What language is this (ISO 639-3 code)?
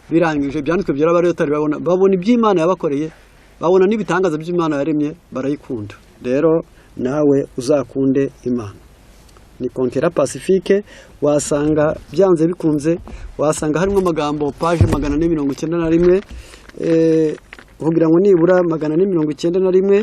kin